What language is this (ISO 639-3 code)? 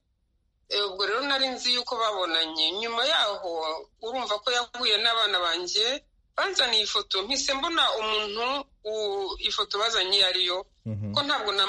kin